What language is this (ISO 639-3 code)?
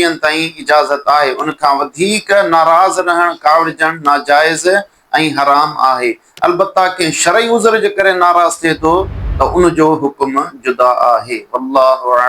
snd